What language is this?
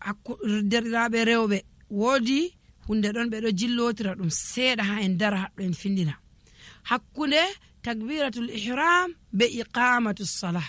Nigerian Fulfulde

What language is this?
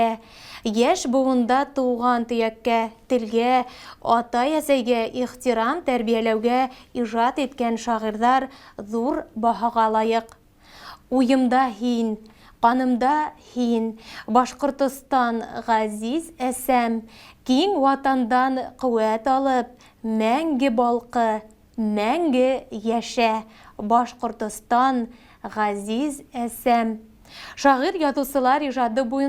Bashkir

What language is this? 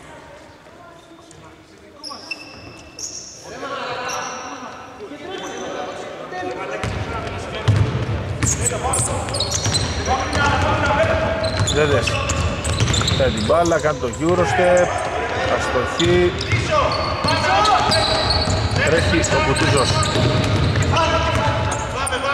Greek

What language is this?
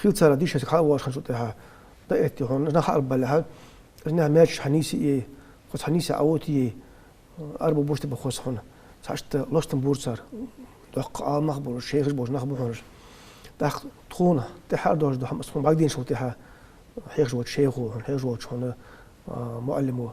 Ingush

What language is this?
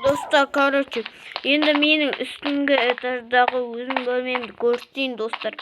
Kazakh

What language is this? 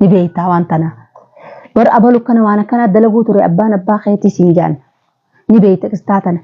Oromo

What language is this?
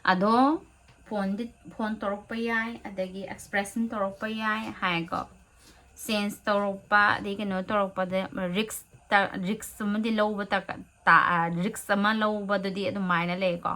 Manipuri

